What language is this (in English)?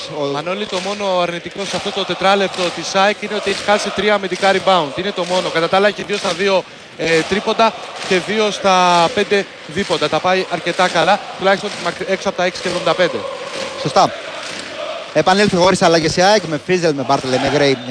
Greek